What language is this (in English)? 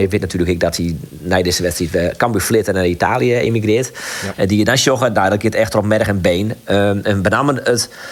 Western Frisian